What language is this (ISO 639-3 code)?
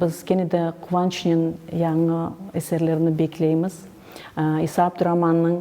crh